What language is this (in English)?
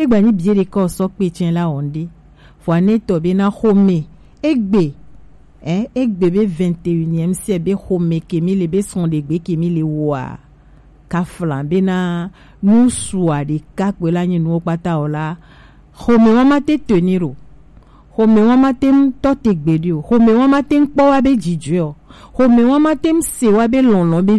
Gen